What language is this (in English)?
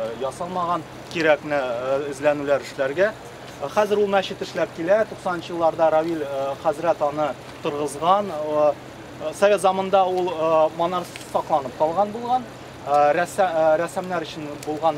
Tatar